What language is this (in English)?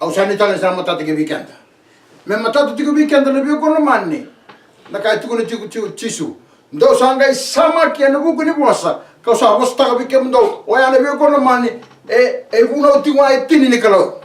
Fijian